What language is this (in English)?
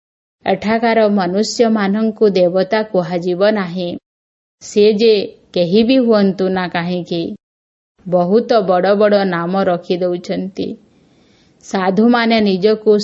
Odia